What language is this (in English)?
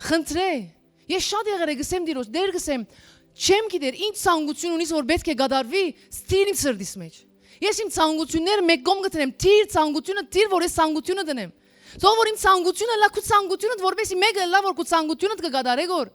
Western Armenian